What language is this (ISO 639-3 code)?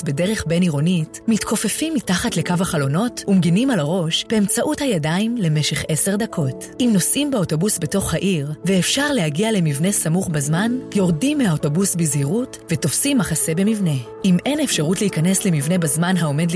heb